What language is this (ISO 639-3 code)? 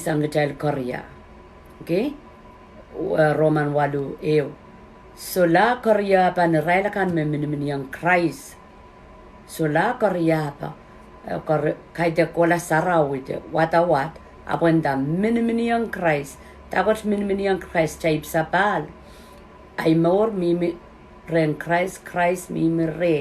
pon